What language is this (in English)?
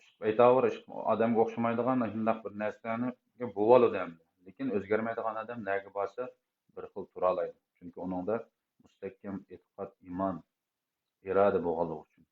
Uyghur